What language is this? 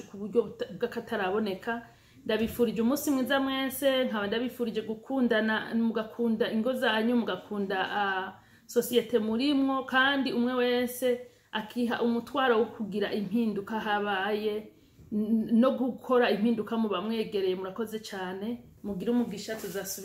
Rundi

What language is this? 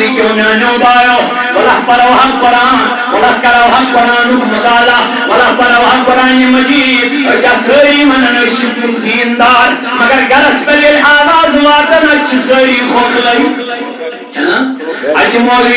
Kashmiri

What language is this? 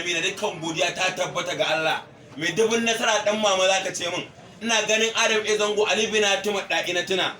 Hausa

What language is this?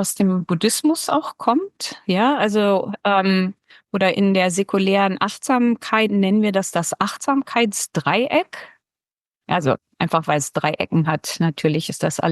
Swiss German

